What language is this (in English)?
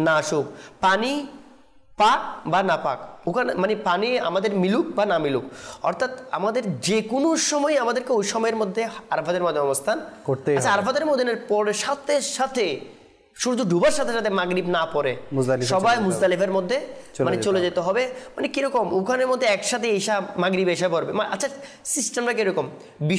Bangla